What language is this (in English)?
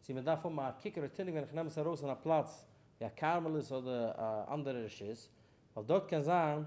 Yiddish